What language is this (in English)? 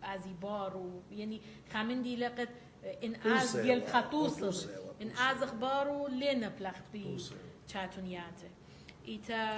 Assyrian Neo-Aramaic